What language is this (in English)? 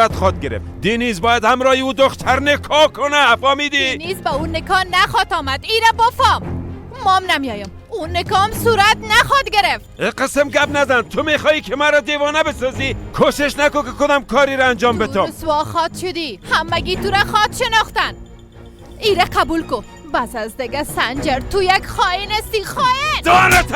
Persian